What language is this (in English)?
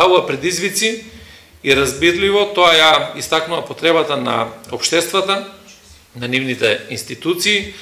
Macedonian